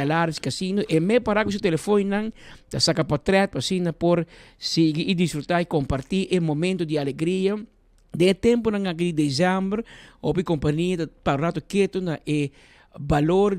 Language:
Papiamento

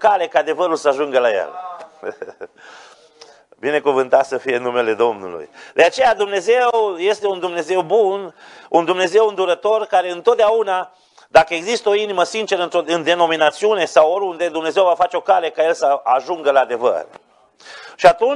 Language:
Romanian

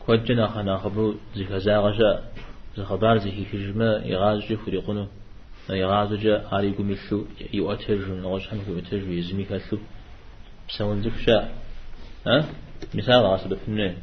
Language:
Kabardian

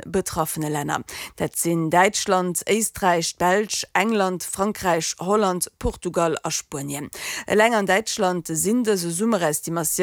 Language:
Luxembourgish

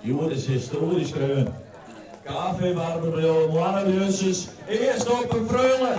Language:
Western Frisian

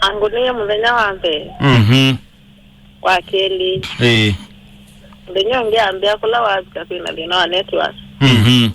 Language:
Kamba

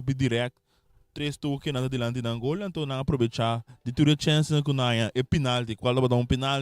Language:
Papiamento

